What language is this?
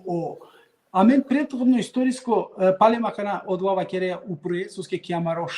Balkan Romani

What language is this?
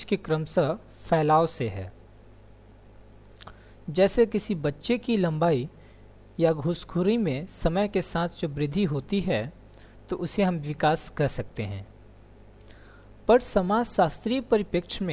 Hindi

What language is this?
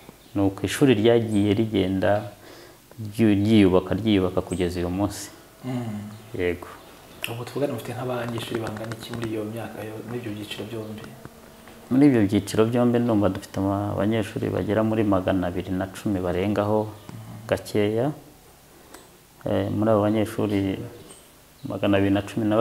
Kinyarwanda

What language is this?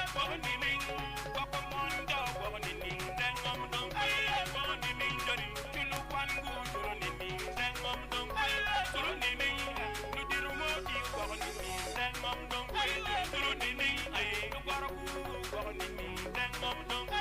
Acoli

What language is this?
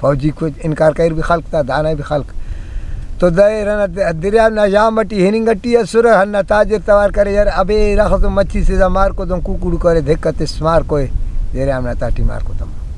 Brahui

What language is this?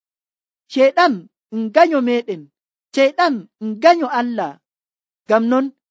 Nigerian Fulfulde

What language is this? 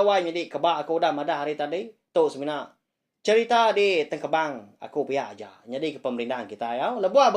Iban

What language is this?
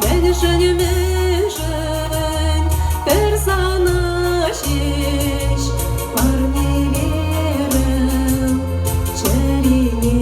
Chuvash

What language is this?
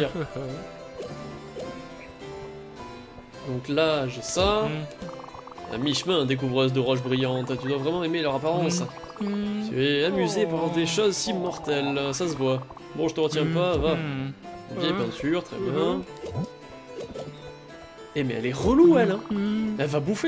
French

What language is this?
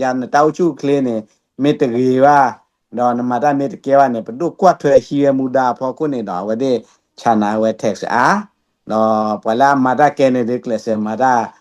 S'gaw Karen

